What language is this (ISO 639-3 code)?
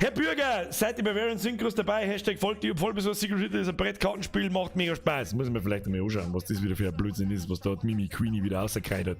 bar